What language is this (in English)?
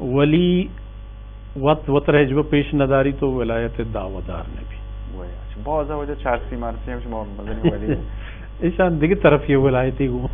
Baluchi